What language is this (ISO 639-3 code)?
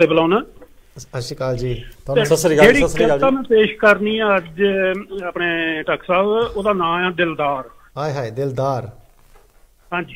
pan